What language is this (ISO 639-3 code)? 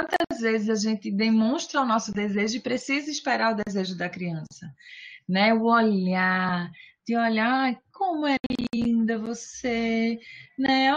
por